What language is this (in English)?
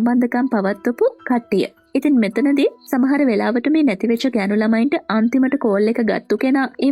Sinhala